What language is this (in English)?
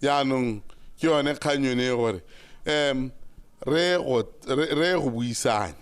Tswana